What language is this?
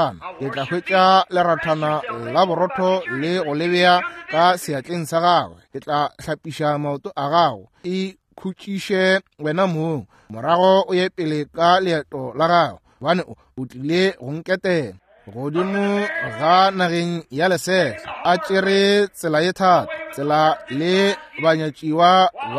Northern Sotho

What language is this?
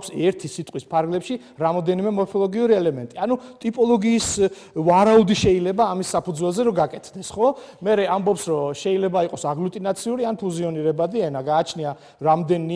Georgian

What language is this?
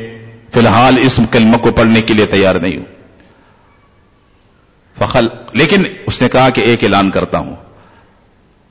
Urdu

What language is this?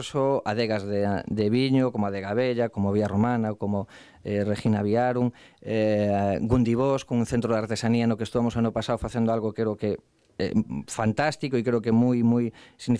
Galician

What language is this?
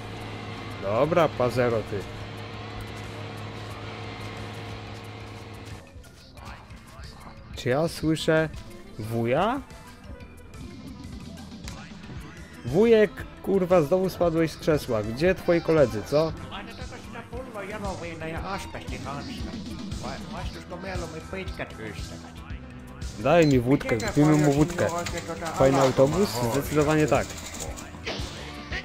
Polish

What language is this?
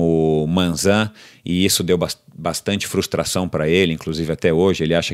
Portuguese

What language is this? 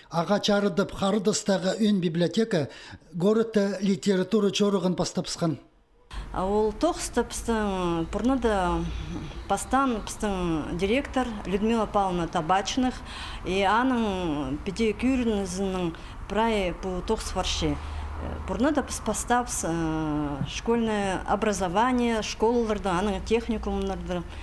Khakas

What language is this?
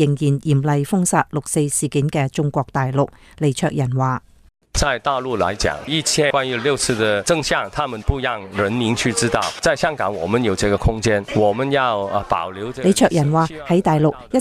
Cantonese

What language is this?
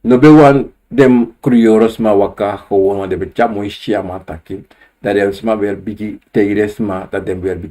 Sranan Tongo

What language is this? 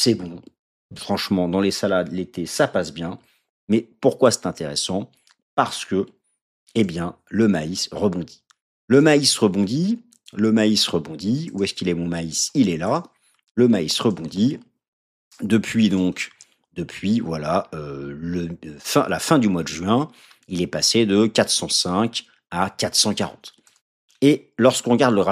French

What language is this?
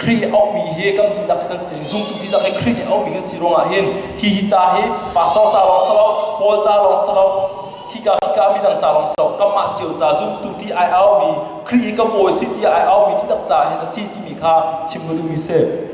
Hakha Chin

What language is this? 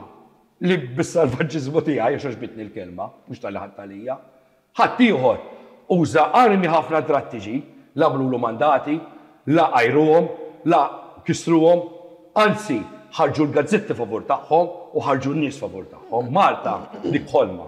Maltese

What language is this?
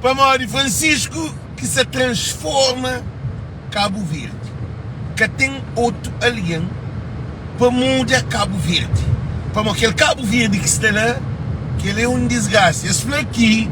Kabuverdianu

